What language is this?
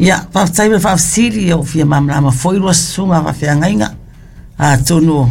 Samoan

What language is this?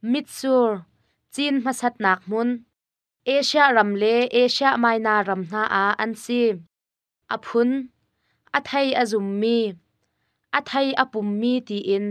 Hakha Chin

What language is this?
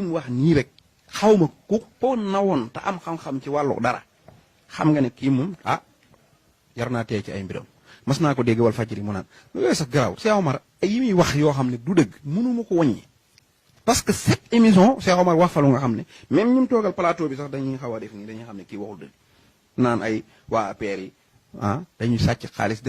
Wolof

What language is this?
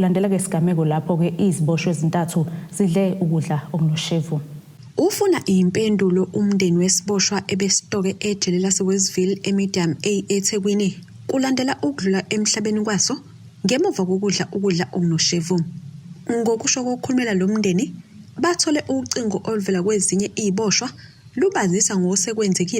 Zulu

